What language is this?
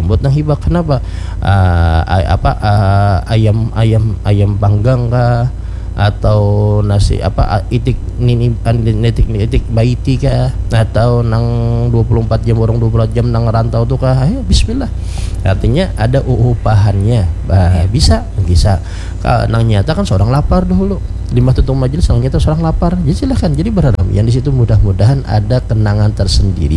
Banjar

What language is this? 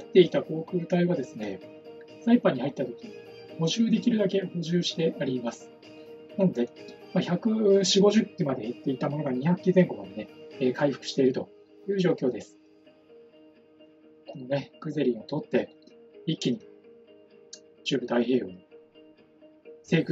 Japanese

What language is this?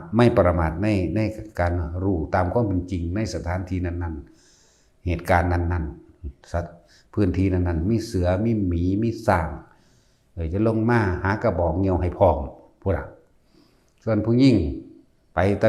Northeastern Thai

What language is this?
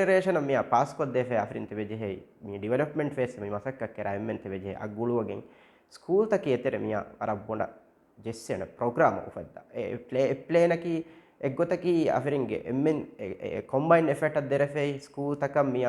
Divehi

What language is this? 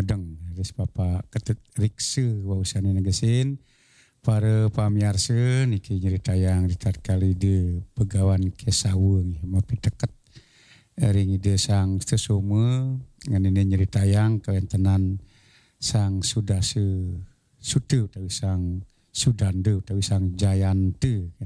Balinese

